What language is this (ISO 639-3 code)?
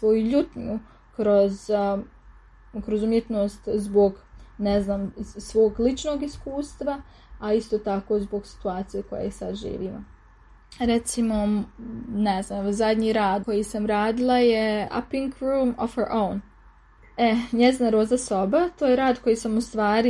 srp